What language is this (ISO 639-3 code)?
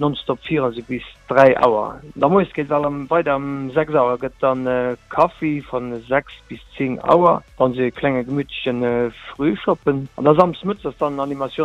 ltz